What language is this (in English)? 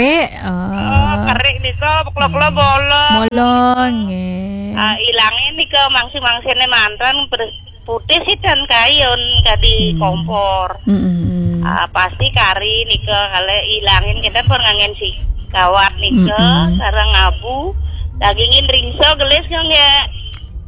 Balinese